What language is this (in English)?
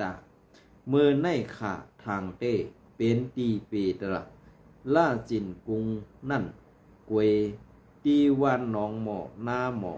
Shan